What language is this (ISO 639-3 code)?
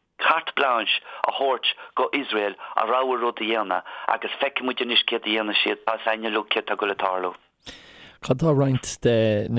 gle